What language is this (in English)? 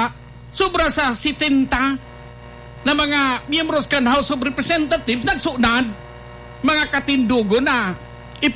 Bikol